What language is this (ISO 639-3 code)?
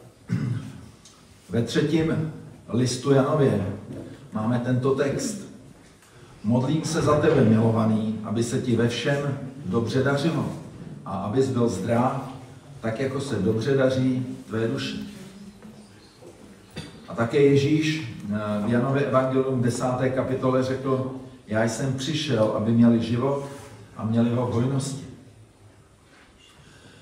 ces